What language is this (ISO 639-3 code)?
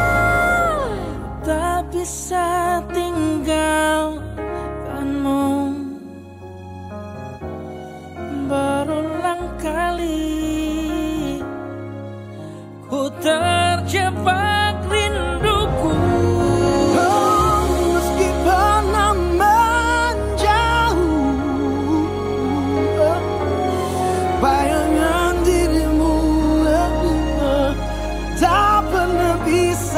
ind